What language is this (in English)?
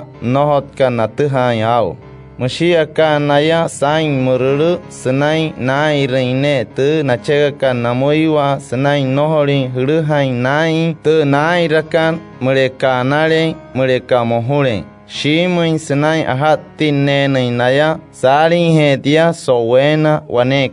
Wayuu